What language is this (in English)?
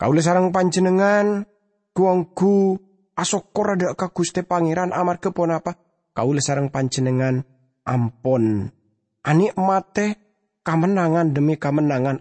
Madurese